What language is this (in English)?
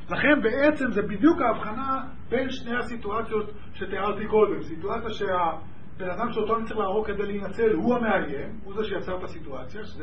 Hebrew